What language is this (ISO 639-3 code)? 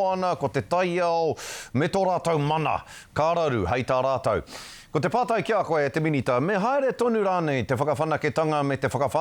mri